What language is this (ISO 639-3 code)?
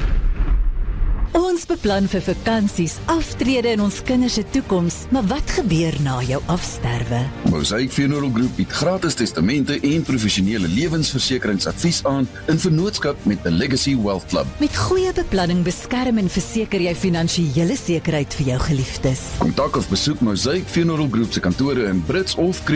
afr